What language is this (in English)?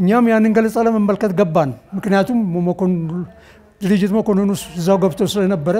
Amharic